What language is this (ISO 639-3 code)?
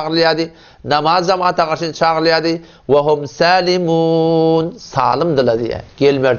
tuk